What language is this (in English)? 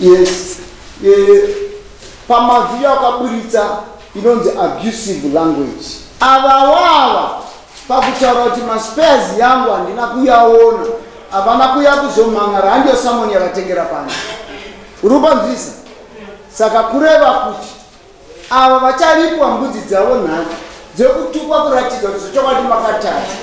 Shona